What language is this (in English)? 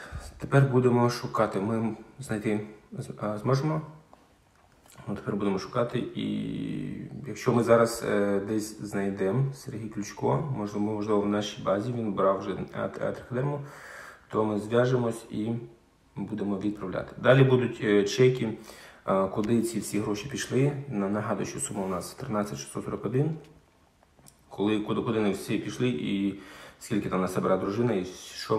Ukrainian